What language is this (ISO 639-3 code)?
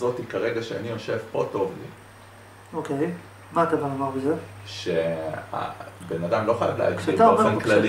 heb